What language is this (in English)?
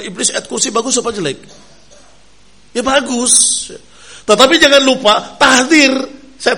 Indonesian